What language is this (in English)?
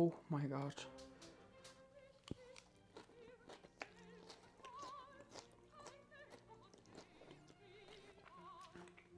Danish